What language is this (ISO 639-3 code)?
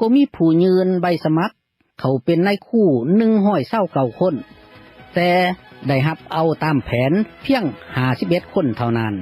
lao